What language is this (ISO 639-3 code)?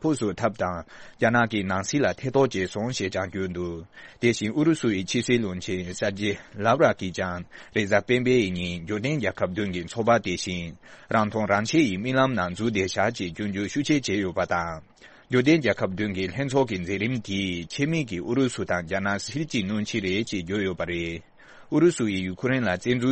bod